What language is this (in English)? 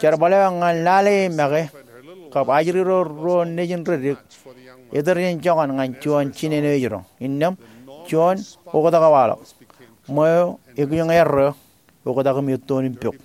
Marshallese